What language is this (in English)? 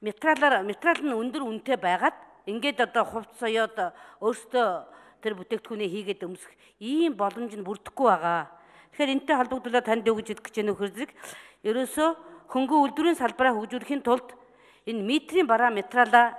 Mongolian